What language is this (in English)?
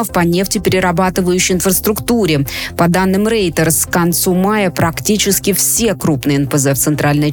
Russian